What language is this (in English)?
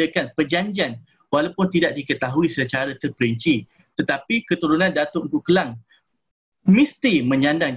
Malay